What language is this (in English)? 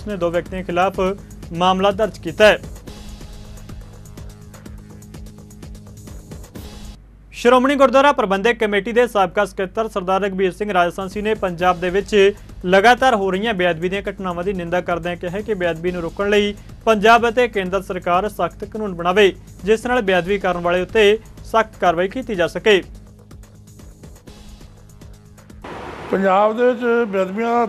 Punjabi